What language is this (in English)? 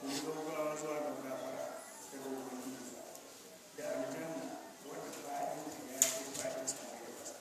Hausa